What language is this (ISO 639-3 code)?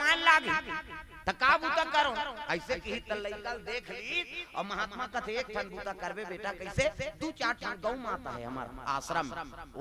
hne